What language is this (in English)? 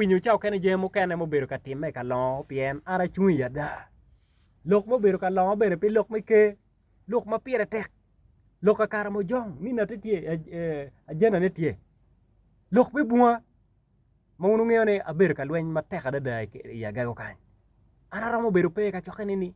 Acoli